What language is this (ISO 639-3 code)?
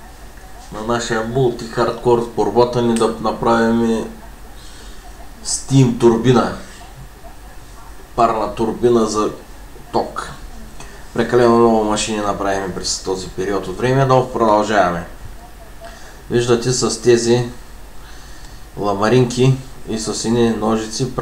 bul